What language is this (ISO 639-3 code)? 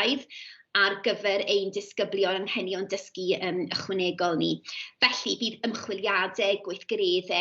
cym